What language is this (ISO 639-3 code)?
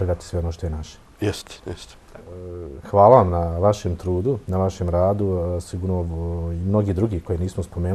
bos